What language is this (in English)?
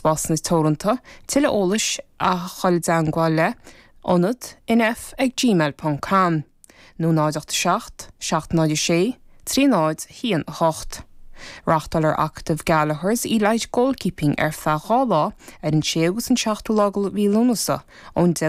Irish